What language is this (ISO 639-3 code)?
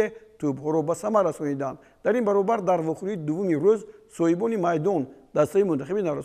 tgk